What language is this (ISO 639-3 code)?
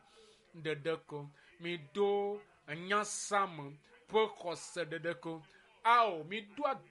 ewe